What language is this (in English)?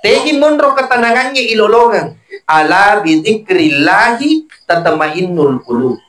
Buginese